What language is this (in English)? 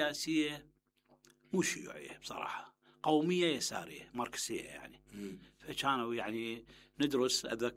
Mesopotamian Arabic